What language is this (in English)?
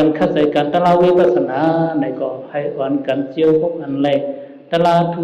Shan